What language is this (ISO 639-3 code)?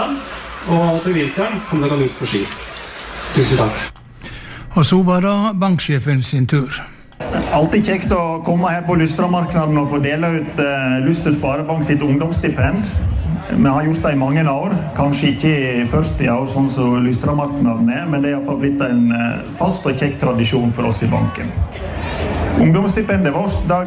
nor